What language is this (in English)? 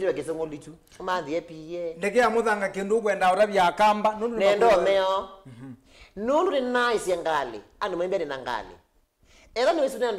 Kamba